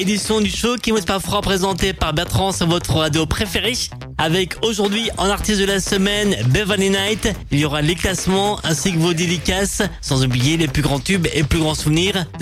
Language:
French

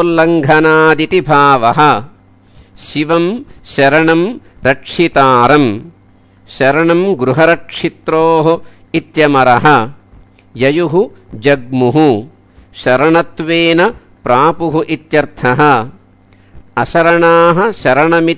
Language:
Sanskrit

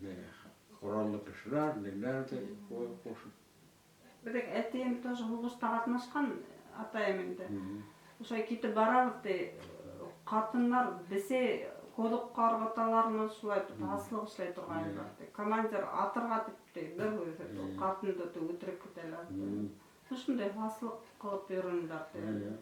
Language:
Bashkir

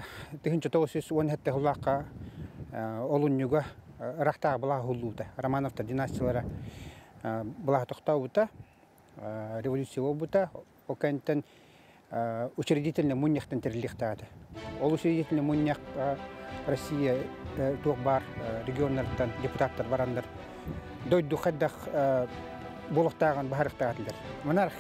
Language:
Yakut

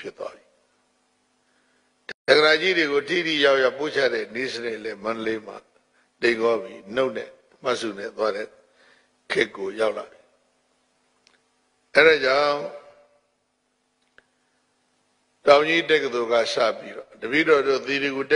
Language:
Burmese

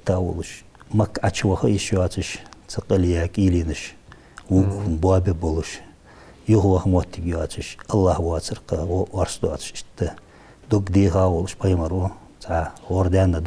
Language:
Ingush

